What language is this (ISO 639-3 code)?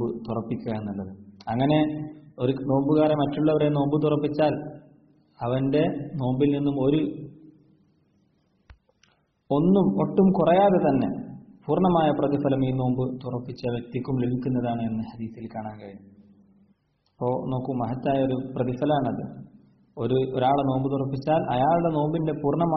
mal